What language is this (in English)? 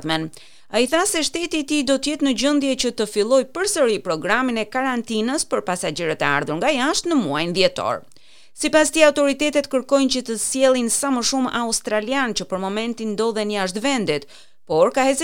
Albanian